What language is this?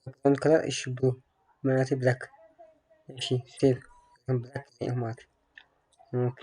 Tigrinya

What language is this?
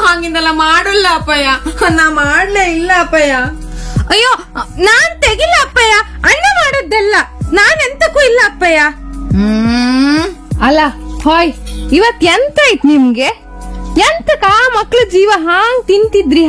Kannada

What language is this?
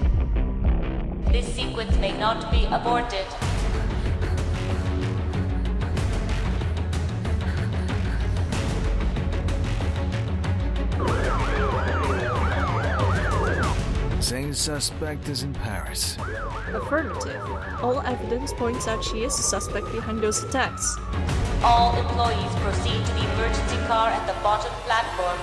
English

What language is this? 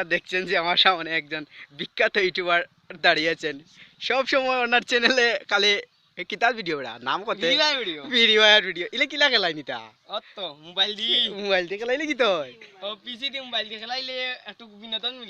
Sylheti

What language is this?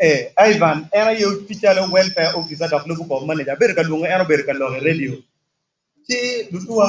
Acoli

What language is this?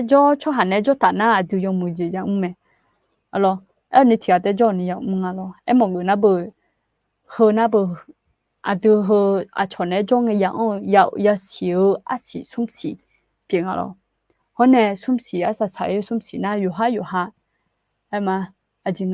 Akha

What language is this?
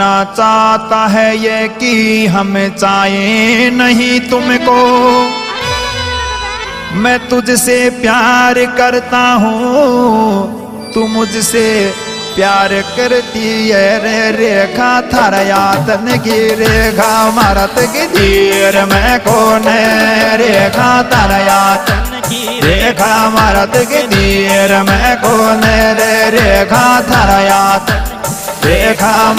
Hindi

